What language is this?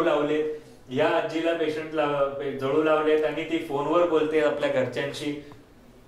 Marathi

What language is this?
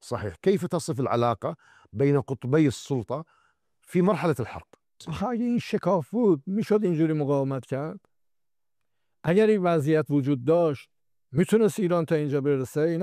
Persian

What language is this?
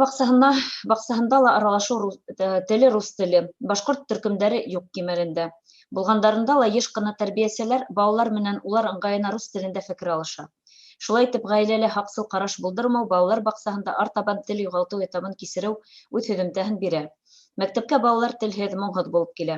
Bashkir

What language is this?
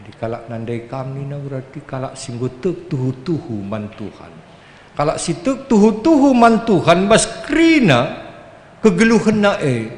Batak Karo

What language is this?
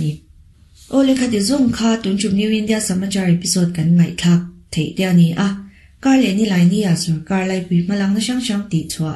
Mizo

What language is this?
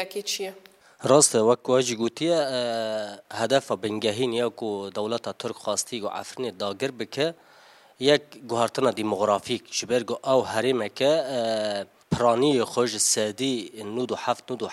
Kurdish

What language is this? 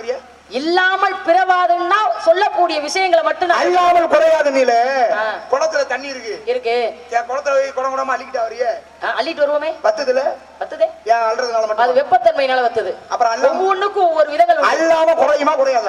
Tamil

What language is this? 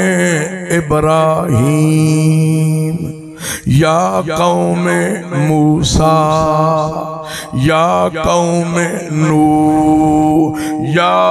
Saraiki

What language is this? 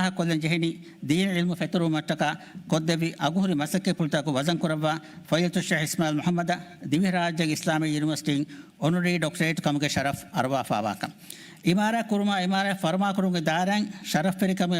Divehi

